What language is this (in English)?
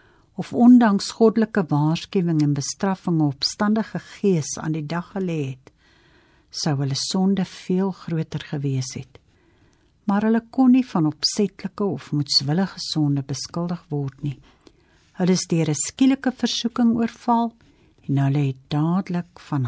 Afrikaans